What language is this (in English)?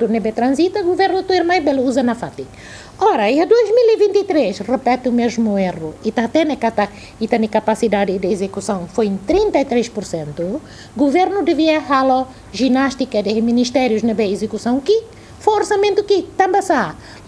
Tetum